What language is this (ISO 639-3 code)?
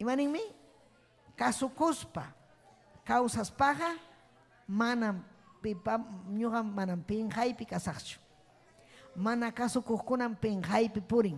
quy